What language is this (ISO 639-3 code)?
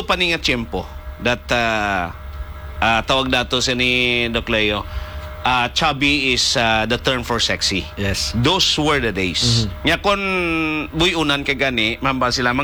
hil